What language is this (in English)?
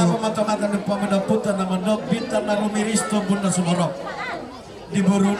Batak Toba